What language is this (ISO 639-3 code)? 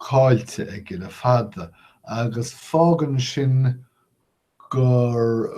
gle